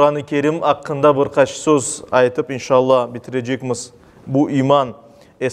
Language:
Crimean Tatar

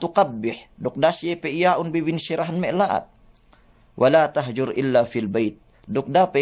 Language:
Yakan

